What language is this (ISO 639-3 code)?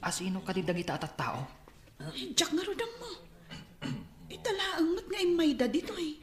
ilo